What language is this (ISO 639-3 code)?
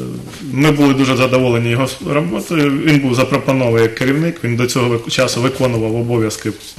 ukr